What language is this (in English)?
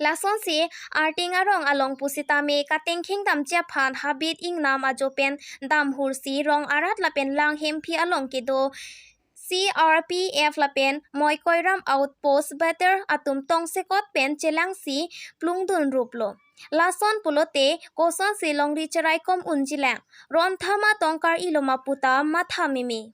Karbi